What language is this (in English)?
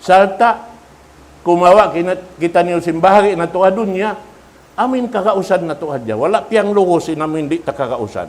Tausug